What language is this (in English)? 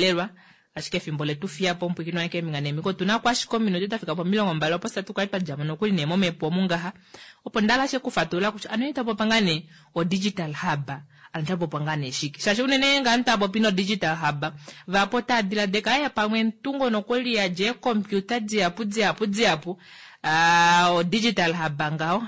Kuanyama